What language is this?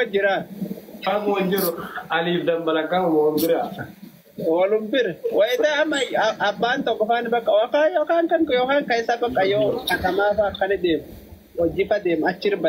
Oromo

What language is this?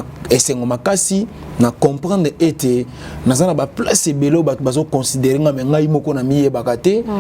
Lingala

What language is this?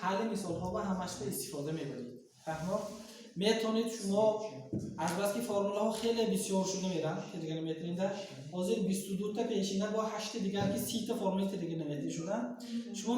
Tajik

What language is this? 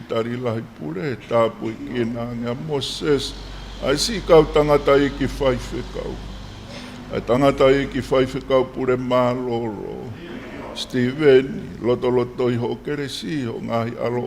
Tongan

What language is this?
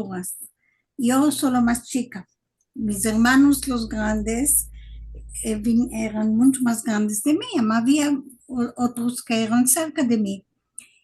Ladino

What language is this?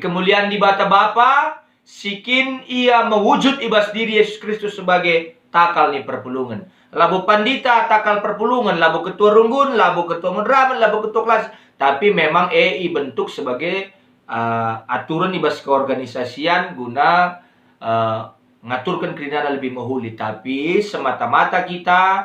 Batak Karo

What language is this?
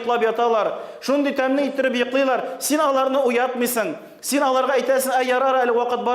Tatar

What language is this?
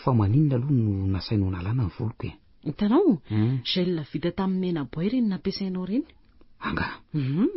Malagasy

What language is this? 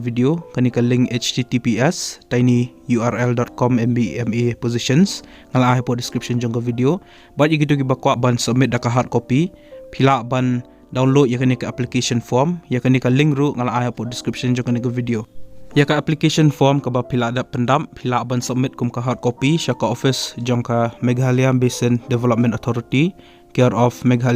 Khasi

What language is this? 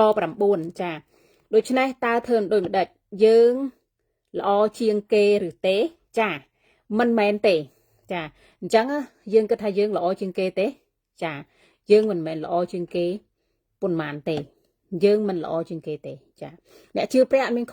Khmer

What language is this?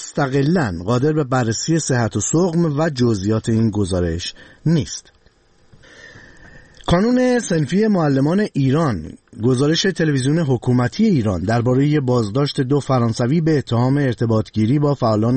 Persian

